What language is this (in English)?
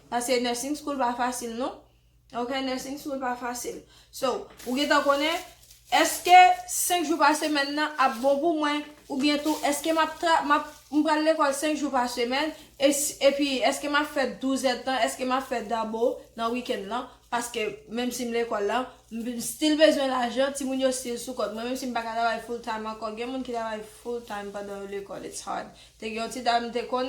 Haitian Creole